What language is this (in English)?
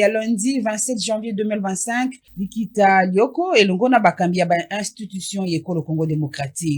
Lingala